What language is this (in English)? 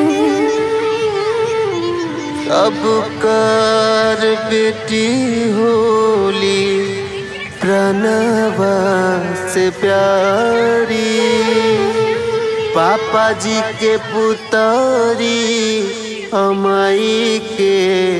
Bhojpuri